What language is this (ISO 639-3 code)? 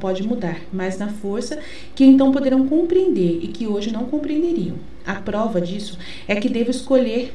por